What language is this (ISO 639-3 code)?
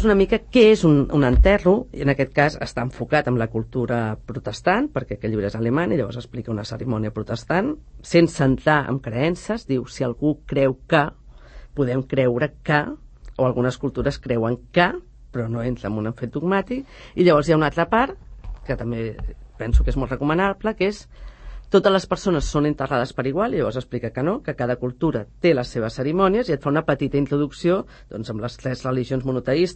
cat